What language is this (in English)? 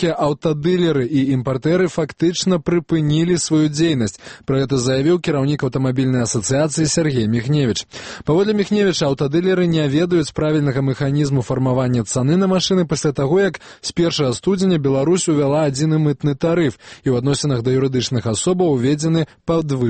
Belarusian